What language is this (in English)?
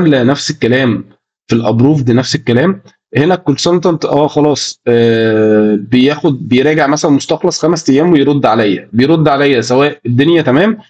Egyptian Arabic